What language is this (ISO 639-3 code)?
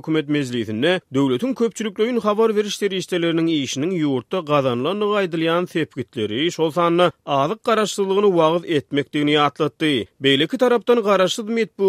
tuk